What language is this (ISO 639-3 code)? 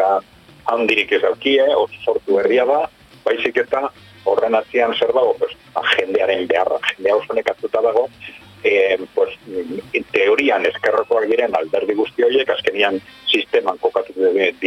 eus